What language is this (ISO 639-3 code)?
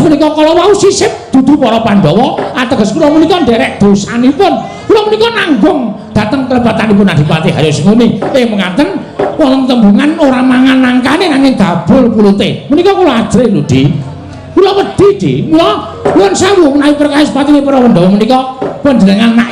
jav